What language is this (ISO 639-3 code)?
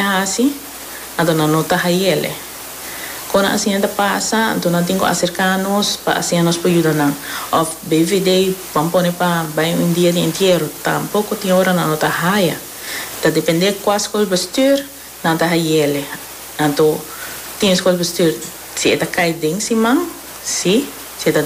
pap